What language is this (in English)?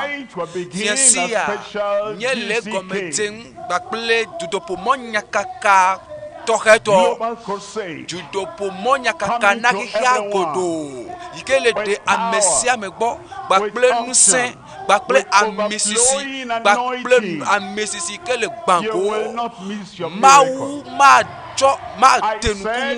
Ewe